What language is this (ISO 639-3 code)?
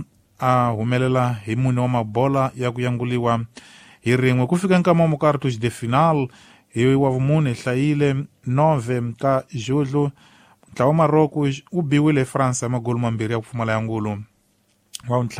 tso